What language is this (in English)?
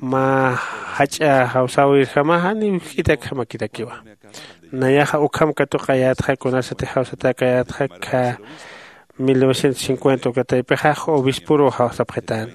Aymara